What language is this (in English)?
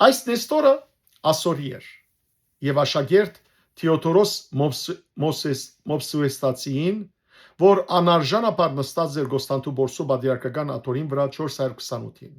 Western Armenian